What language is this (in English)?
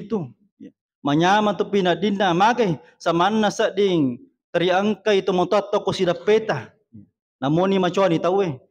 Buginese